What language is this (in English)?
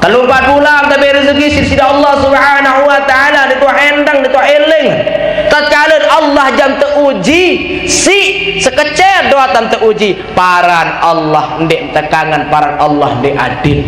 Sasak